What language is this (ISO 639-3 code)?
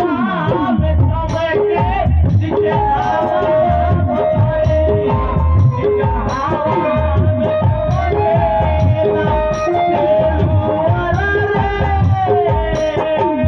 bho